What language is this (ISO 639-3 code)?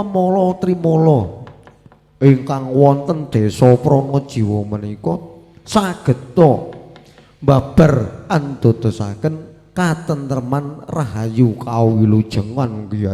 jav